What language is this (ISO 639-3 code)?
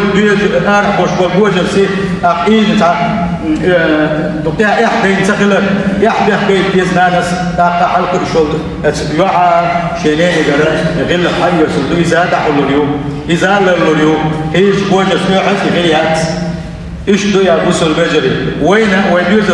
che